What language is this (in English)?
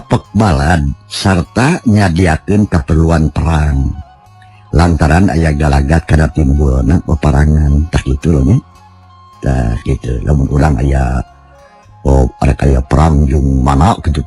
Sundanese